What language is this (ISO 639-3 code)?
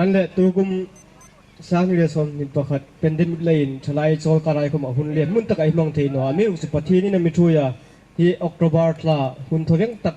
hmr